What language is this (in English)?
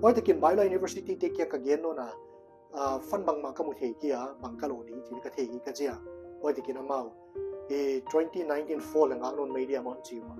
Paite Chin